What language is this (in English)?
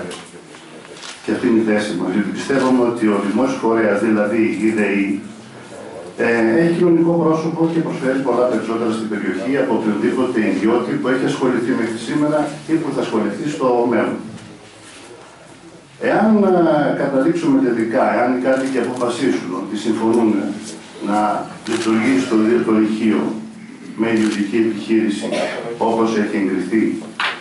Greek